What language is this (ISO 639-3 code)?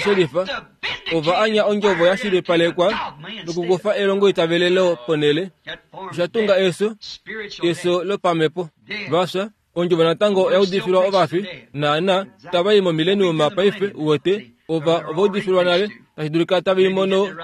kua